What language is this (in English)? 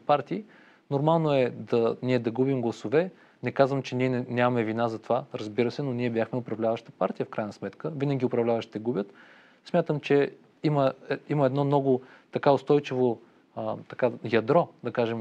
Bulgarian